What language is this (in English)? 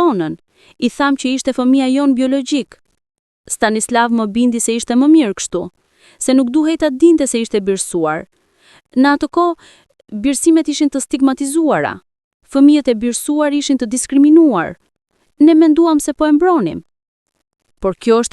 Albanian